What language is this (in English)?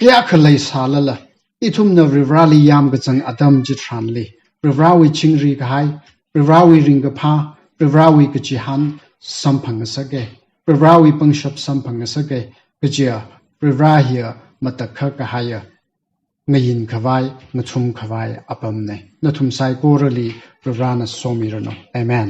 Tangkhul Naga (India)